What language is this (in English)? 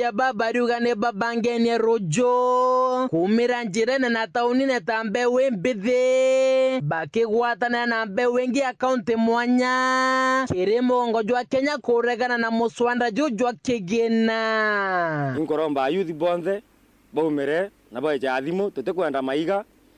Meru